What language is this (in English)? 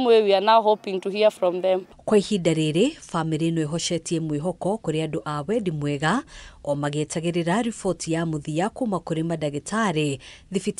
Kikuyu